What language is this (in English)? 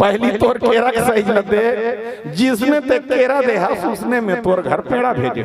Chhattisgarhi